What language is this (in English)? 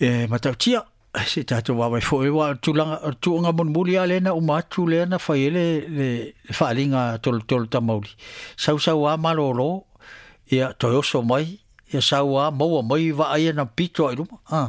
Samoan